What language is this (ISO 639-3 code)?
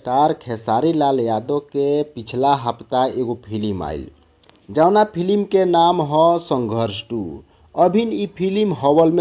bho